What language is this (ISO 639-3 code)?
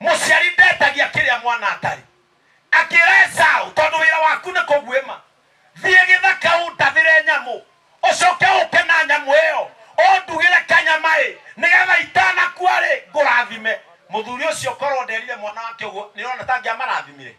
kik